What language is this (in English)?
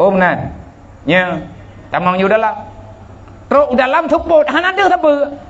Achinese